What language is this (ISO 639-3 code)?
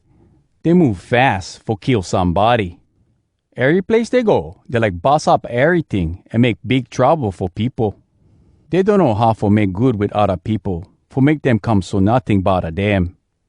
hwc